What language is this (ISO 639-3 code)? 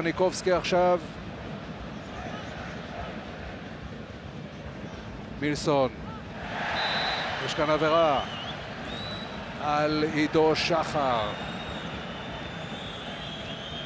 heb